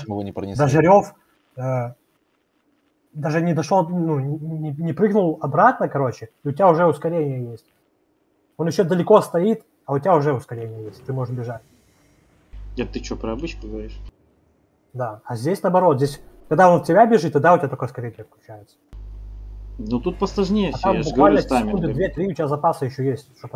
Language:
Russian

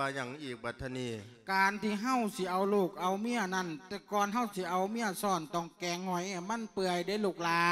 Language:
Lao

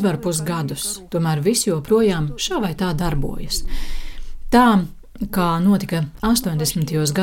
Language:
Latvian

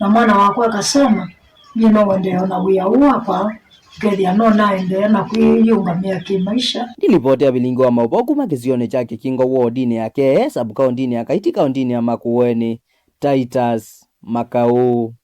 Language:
Kamba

